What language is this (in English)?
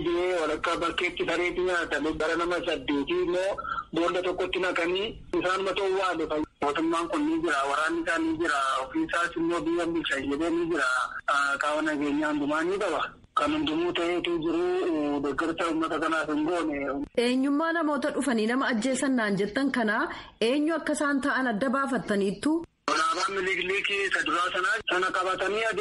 Oromo